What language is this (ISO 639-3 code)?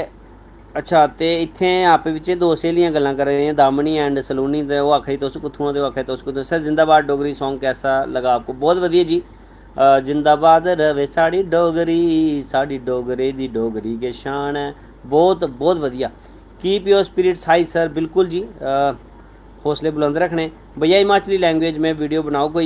doi